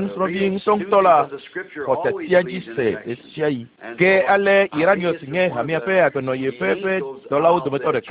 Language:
Ewe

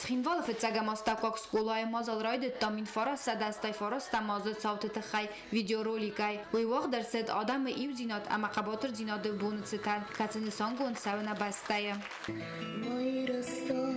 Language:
Ossetic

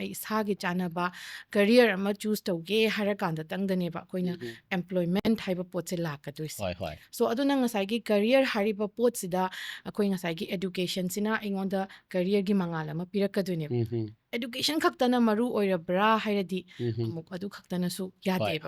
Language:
Manipuri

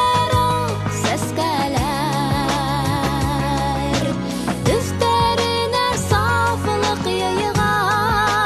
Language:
Bashkir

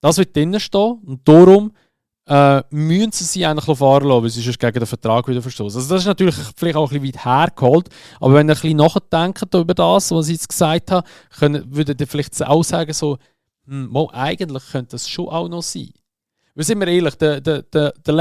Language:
Swiss German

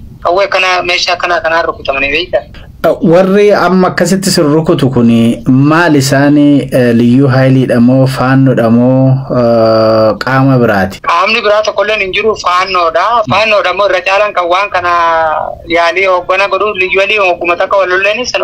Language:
Oromo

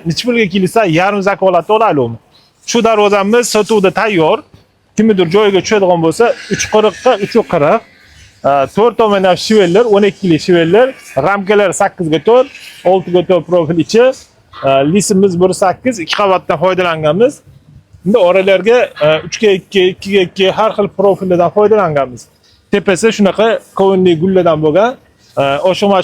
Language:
Uzbek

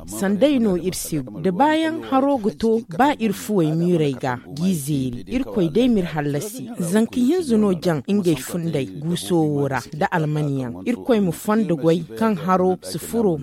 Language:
Zarma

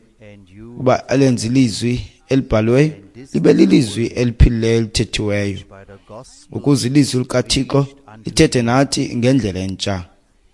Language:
Xhosa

